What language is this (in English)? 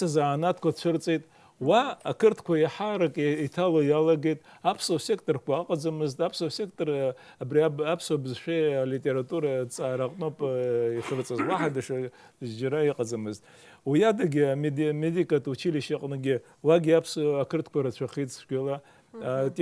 Abkhazian